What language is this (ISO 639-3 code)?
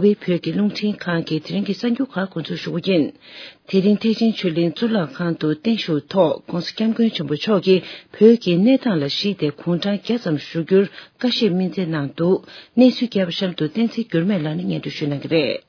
bod